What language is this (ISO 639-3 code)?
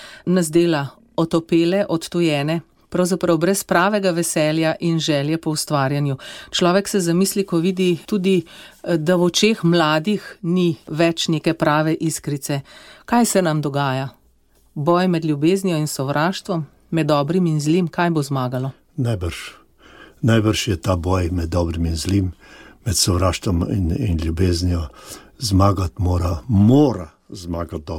slv